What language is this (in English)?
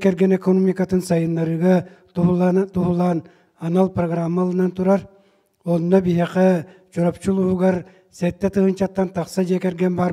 Yakut